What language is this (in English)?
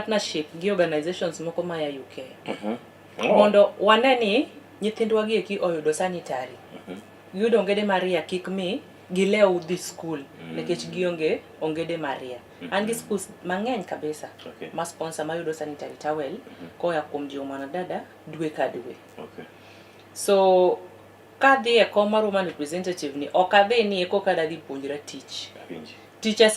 Luo (Kenya and Tanzania)